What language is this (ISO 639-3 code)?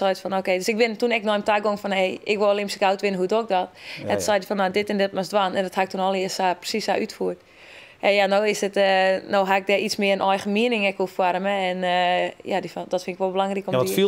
fry